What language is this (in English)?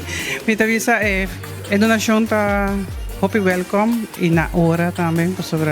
Papiamento